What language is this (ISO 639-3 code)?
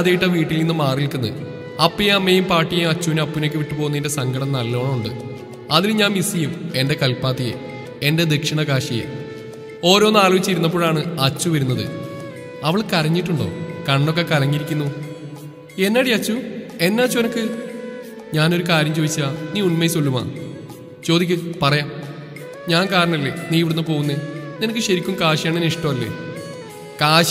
mal